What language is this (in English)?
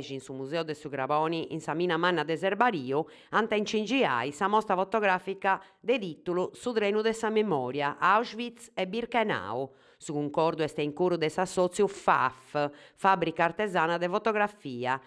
Sardinian